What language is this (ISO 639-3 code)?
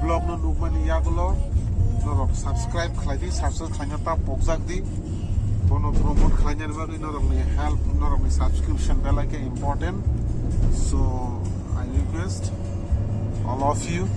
trp